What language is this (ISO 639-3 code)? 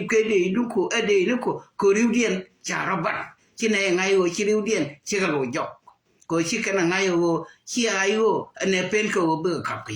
nus